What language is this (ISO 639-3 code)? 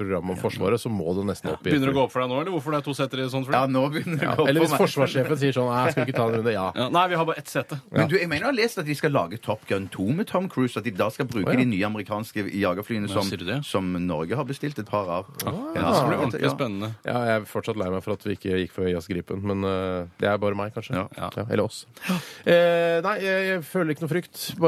nor